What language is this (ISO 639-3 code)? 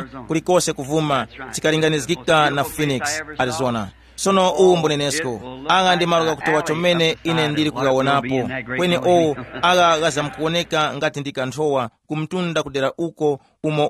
tum